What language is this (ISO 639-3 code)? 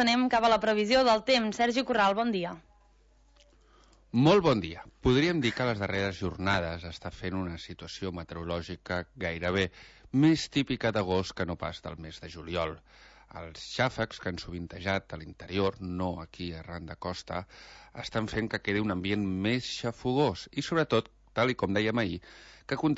cat